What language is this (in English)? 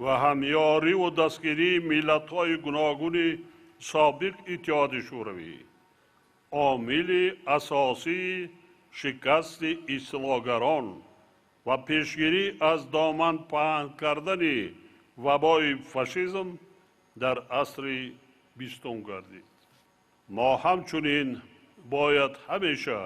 Tajik